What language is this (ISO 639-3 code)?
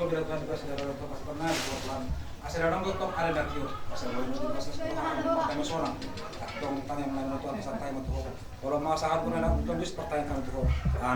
bbc